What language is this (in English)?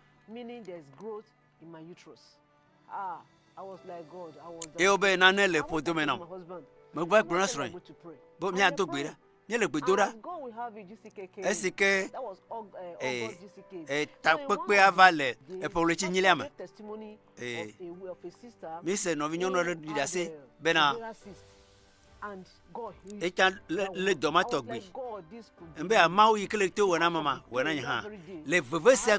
Ewe